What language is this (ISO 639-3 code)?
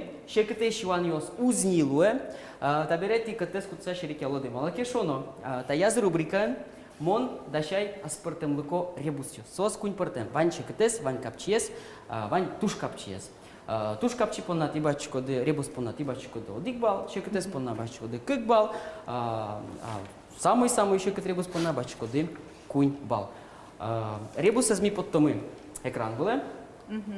udm